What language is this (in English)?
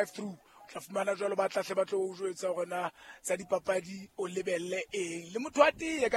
Southern Sotho